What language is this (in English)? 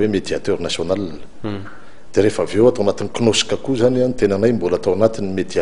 Malagasy